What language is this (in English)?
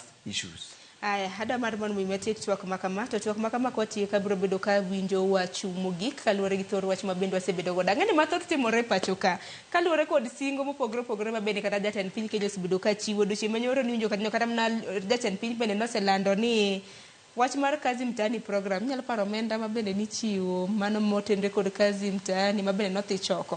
Luo (Kenya and Tanzania)